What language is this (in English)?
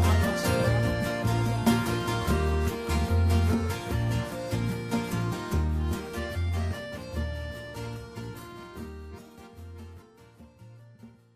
Estonian